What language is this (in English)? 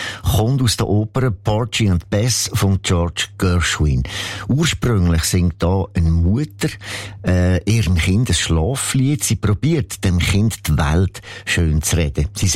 German